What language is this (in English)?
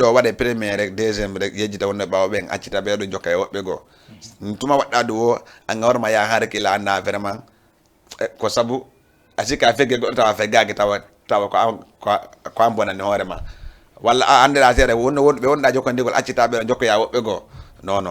Fula